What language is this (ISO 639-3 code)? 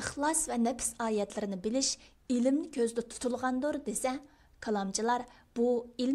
uig